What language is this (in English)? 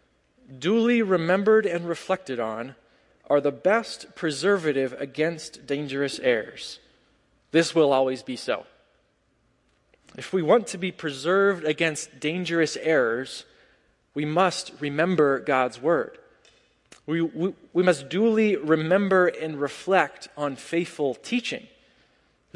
English